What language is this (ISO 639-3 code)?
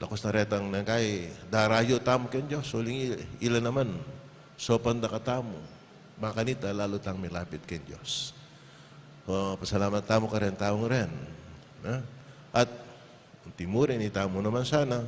pam